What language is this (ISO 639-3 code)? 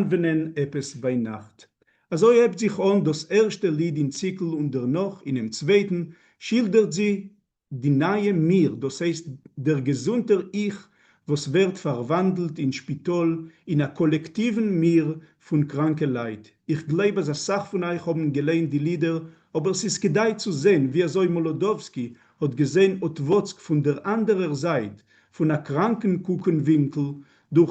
yid